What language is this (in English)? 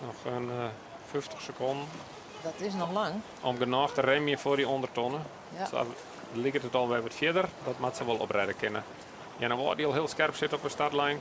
Western Frisian